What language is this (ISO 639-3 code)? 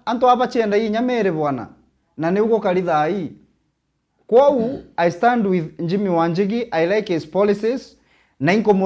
mer